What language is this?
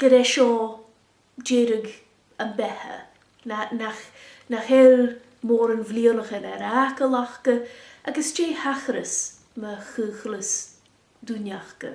Scottish Gaelic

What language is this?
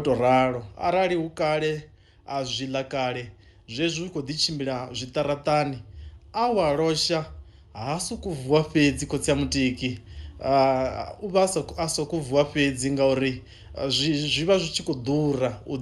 Venda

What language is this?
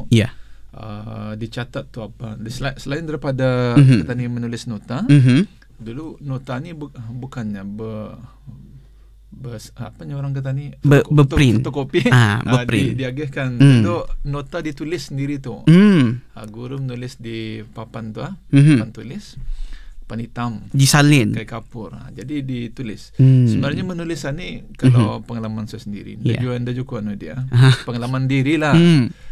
Malay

